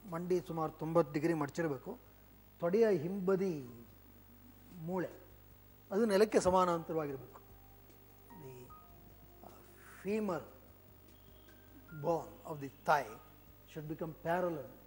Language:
Kannada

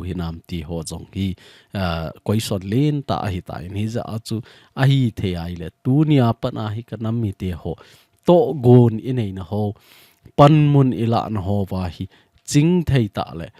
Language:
Thado Chin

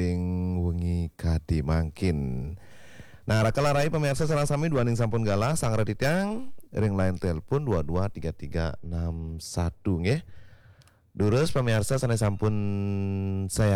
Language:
Balinese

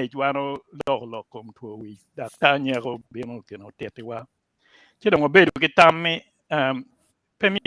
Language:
Acoli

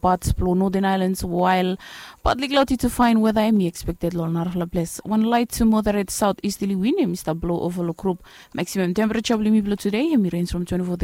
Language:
Bislama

